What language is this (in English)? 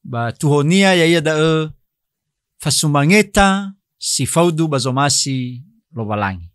Nias